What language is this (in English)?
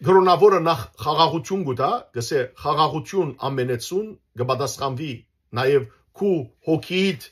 Western Armenian